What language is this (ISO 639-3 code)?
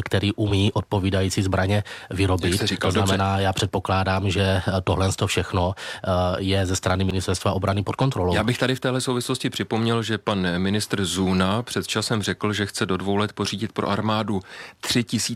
ces